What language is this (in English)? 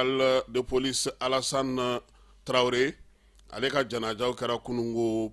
Bambara